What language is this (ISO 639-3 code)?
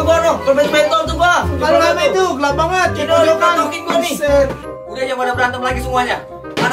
bew